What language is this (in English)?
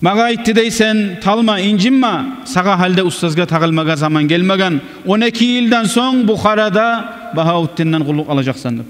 Kumyk